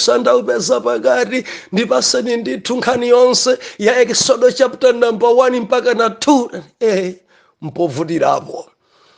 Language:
Nyanja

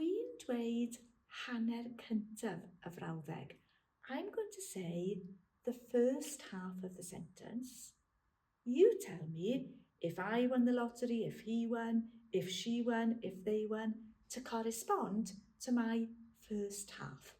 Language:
Welsh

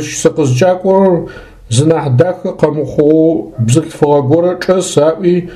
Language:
Adyghe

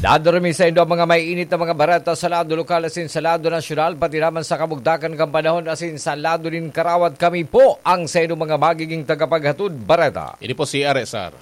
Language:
Bikol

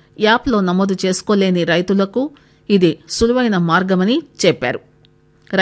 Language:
Telugu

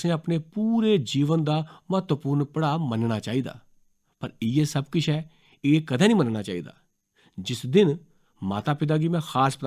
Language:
Dogri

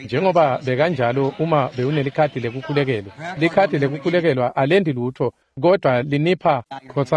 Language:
Swati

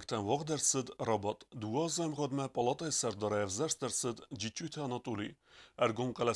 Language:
Ossetic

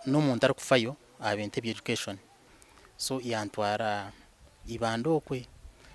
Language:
Nyankole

